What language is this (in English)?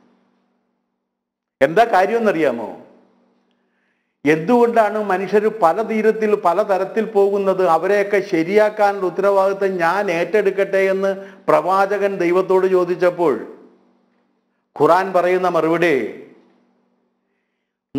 Malayalam